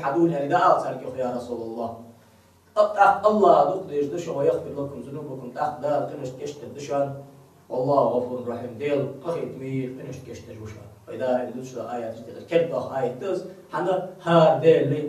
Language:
Ingush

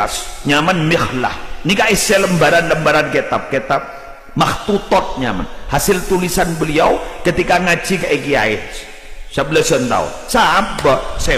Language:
Madurese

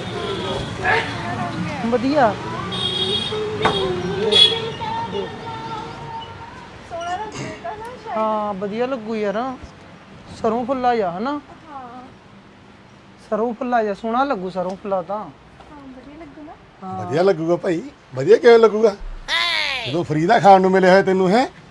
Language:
Punjabi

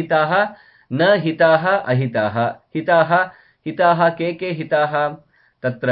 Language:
Sanskrit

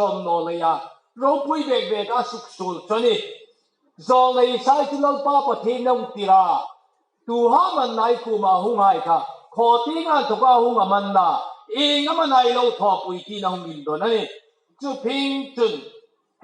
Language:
Hmar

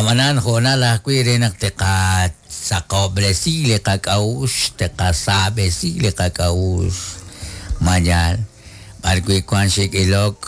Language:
Kekchí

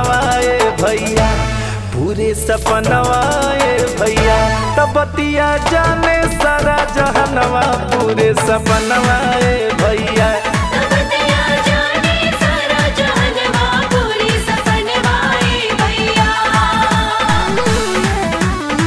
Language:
Bhojpuri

